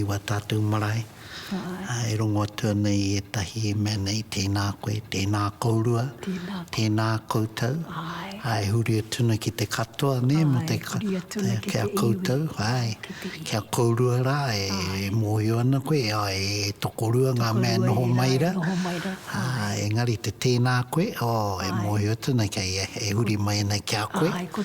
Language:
Māori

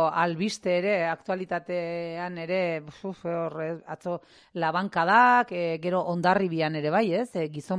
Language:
Basque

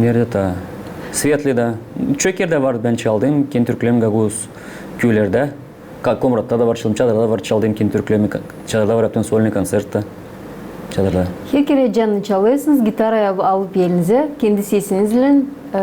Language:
Gagauz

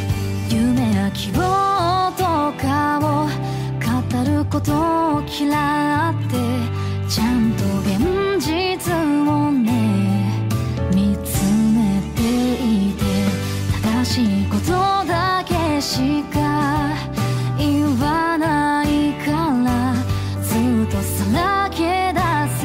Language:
Japanese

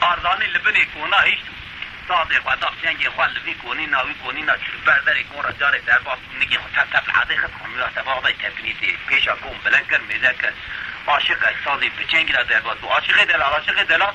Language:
Kurdish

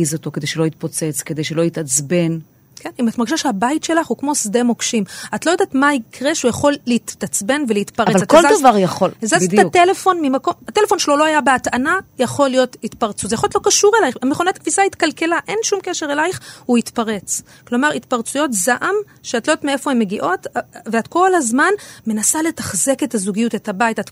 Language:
Hebrew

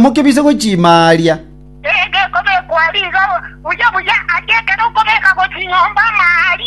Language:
Gusii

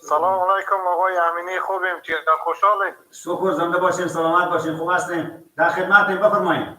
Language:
Persian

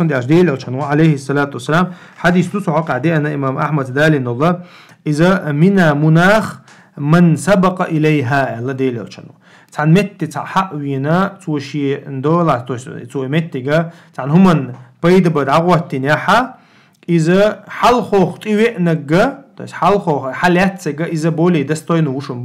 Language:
Chechen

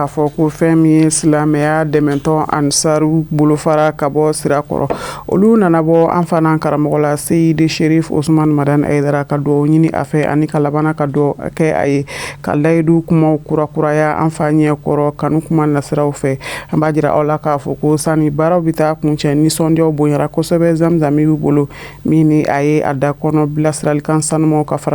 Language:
Bambara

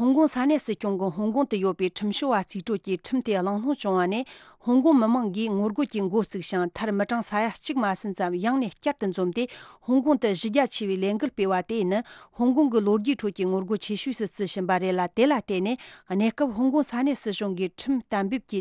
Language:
Tibetan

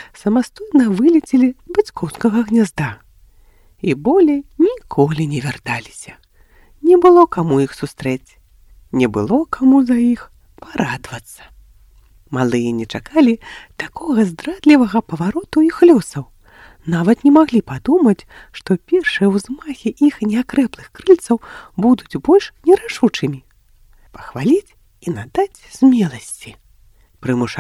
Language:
Belarusian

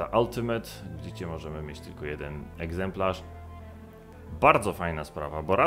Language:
Polish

